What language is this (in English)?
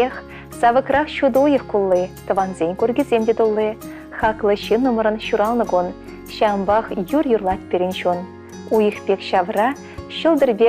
Chuvash